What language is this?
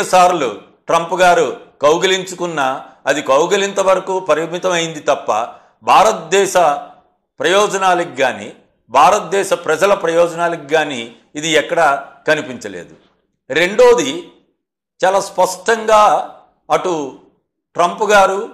Telugu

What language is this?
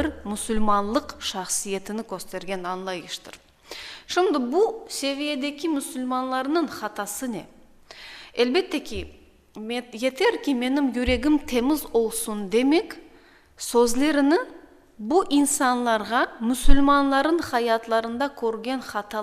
Crimean Tatar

